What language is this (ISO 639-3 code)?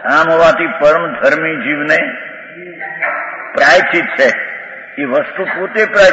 guj